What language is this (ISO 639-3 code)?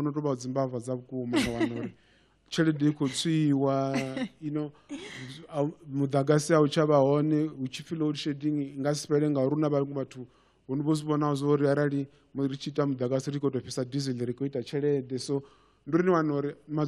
ven